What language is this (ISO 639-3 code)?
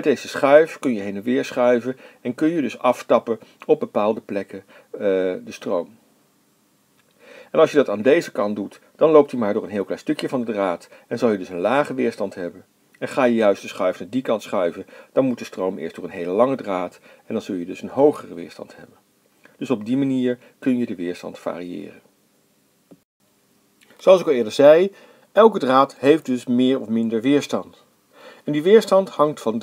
nld